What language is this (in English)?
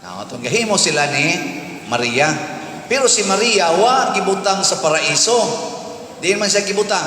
Cebuano